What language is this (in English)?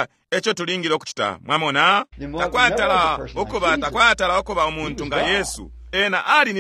Bemba